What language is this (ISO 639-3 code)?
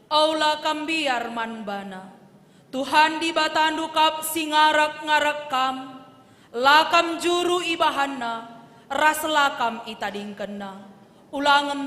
btx